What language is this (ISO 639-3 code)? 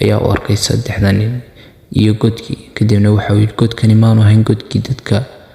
som